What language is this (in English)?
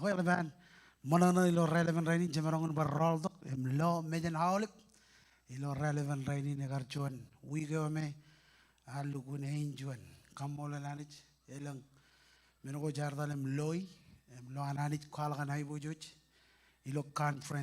Marshallese